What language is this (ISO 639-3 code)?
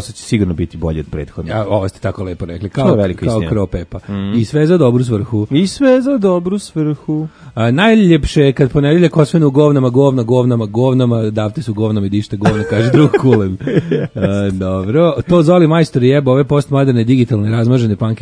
srp